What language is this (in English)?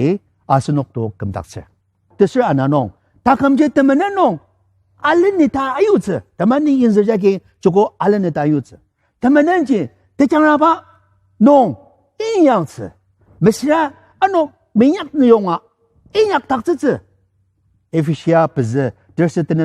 Ao Naga